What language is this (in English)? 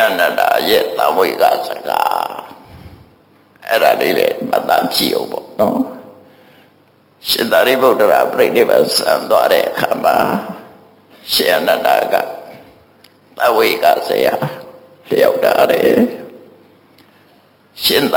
Burmese